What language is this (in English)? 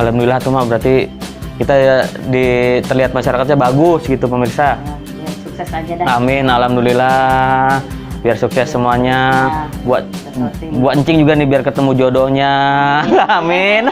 Betawi